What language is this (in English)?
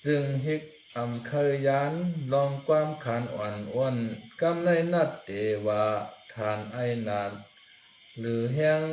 Shan